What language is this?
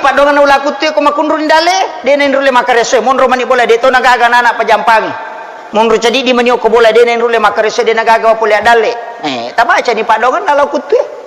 Buginese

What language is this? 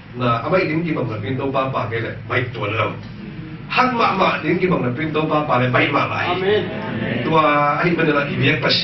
Tedim Chin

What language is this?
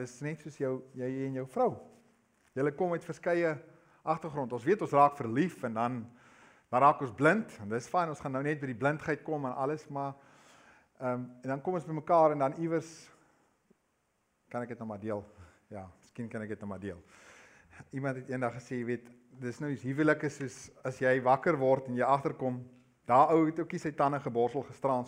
Afrikaans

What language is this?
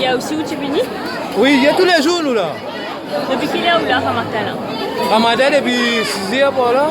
Morisyen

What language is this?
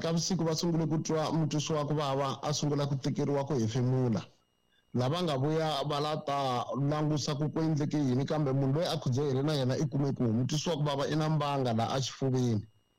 Tsonga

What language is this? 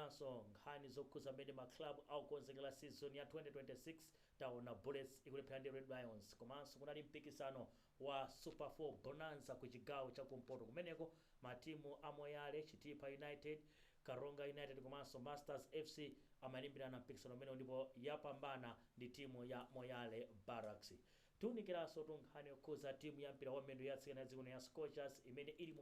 Nyanja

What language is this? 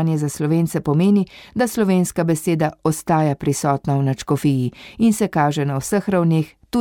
Slovenian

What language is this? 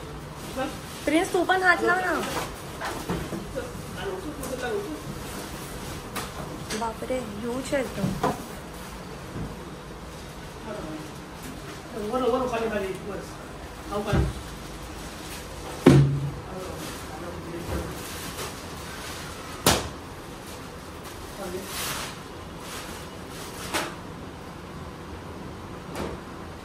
Marathi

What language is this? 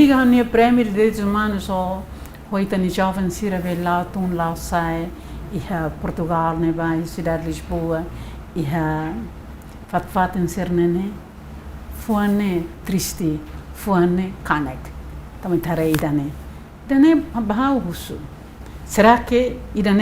Tetum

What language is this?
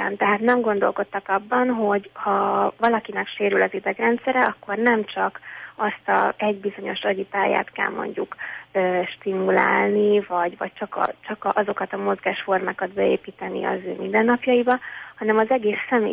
Hungarian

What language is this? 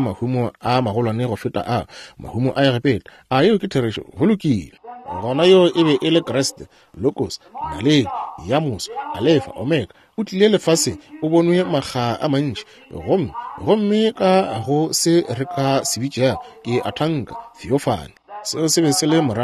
Northern Sotho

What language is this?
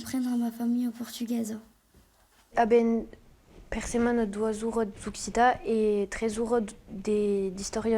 Occitan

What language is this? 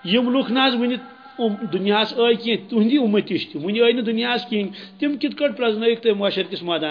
Kashmiri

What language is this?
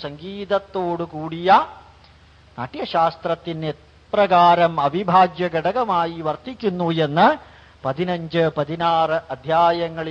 Malayalam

